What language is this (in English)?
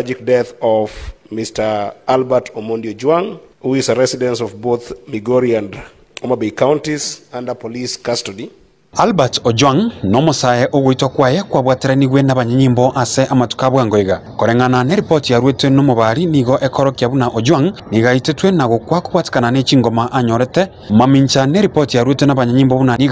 Gusii